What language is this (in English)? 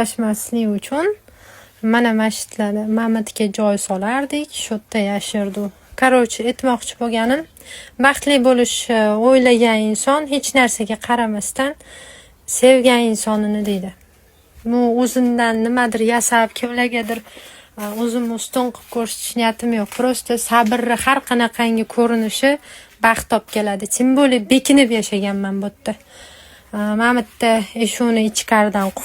Uzbek